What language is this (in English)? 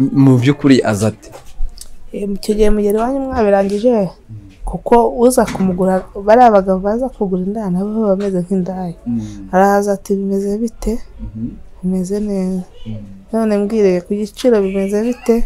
Kinyarwanda